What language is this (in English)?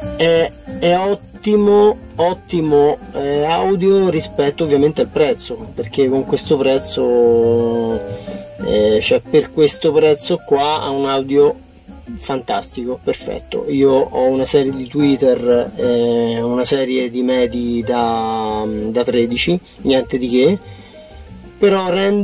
Italian